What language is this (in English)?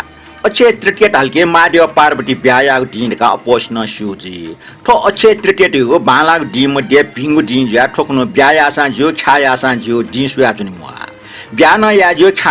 Newari